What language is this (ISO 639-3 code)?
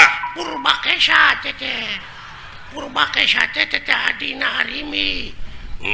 sun